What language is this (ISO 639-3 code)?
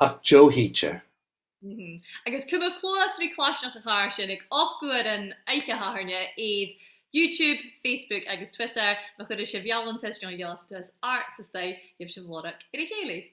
gla